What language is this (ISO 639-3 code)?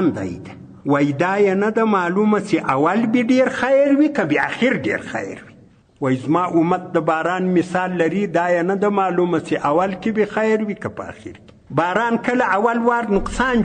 pus